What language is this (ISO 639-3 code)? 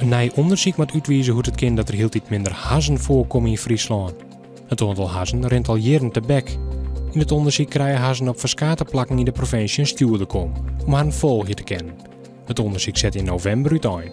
fry